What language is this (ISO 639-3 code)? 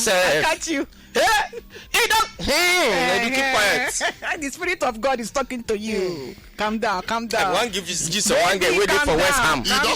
pcm